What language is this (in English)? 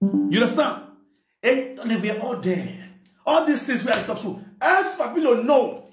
Nigerian Pidgin